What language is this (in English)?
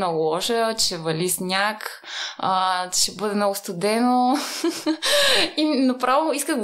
Bulgarian